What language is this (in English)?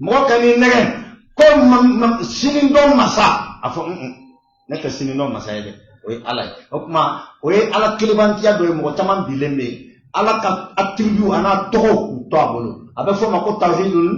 Bambara